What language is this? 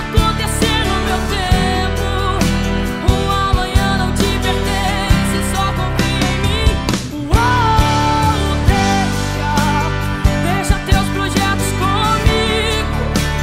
Portuguese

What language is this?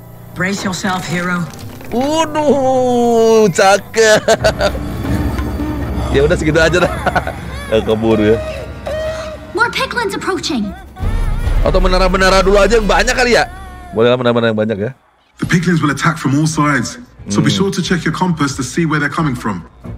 Indonesian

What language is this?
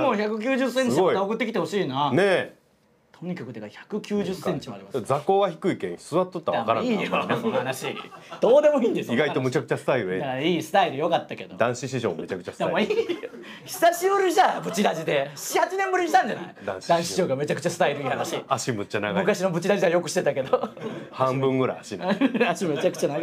Japanese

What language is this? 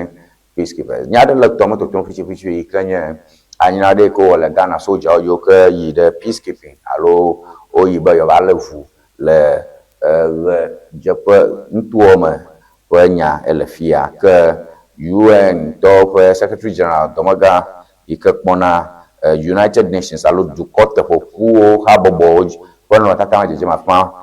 Ewe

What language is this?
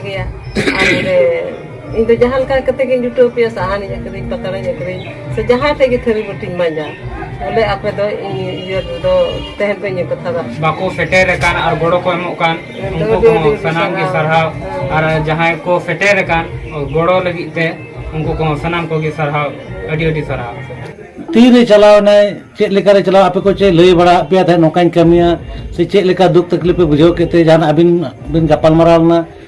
Santali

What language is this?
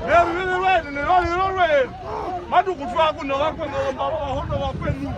Herero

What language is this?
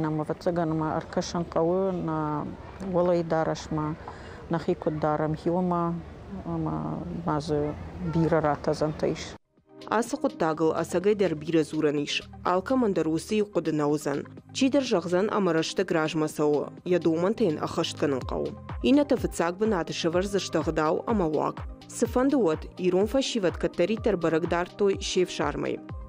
Ossetic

